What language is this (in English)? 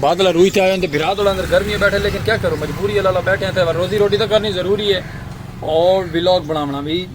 Saraiki